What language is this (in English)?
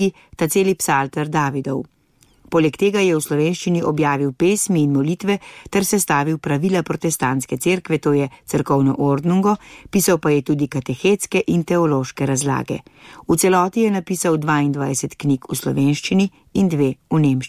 Slovenian